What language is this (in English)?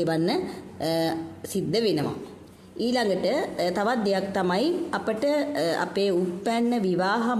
Sinhala